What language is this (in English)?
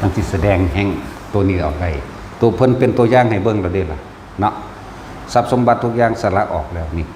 Northeastern Thai